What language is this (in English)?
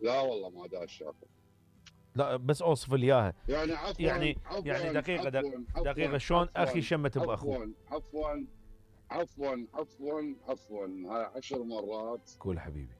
Mesopotamian Arabic